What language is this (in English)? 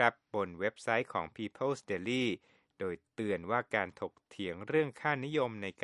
Thai